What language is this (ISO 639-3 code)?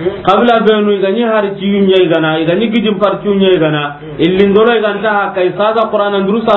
snk